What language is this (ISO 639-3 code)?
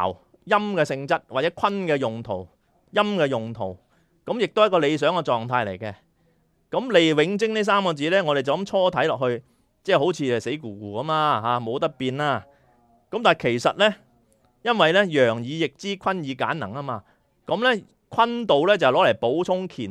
yue